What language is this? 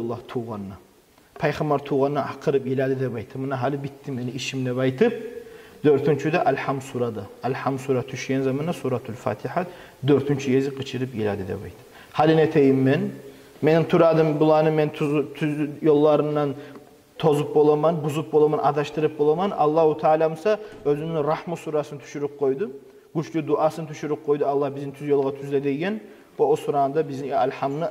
Kumyk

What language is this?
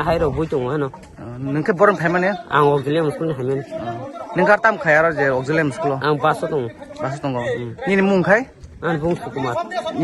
Kok Borok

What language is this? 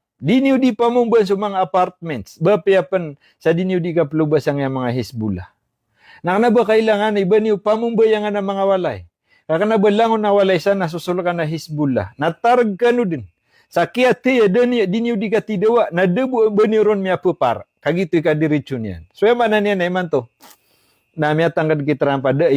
Maranao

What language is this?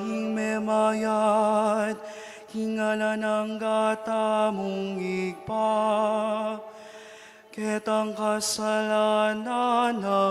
Pampanga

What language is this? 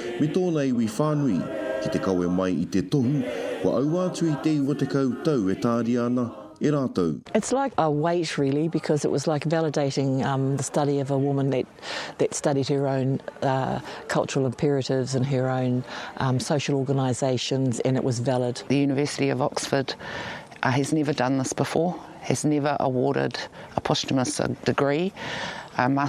Māori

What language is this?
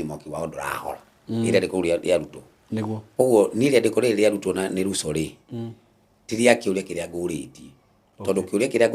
Kikuyu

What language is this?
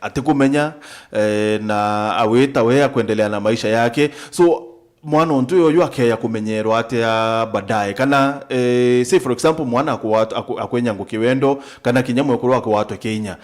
Meru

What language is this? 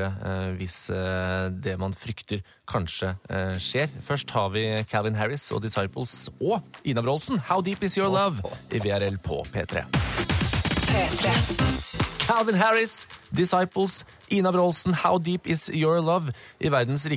Norwegian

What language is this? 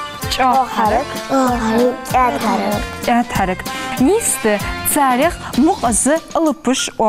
Ingush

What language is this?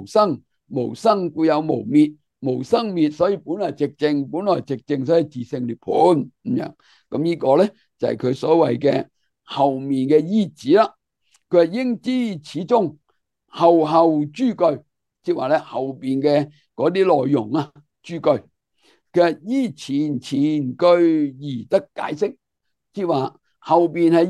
Cantonese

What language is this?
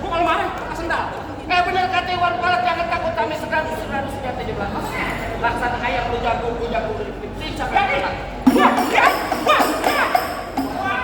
Betawi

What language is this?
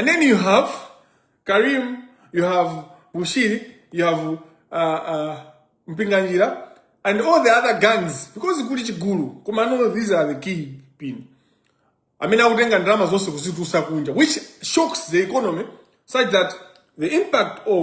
Nyanja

